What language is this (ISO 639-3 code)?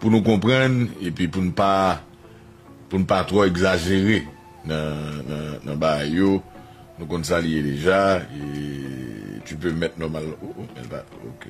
hat